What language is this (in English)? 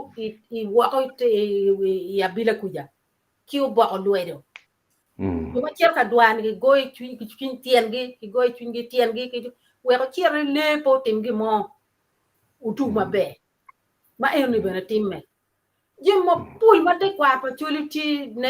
Acoli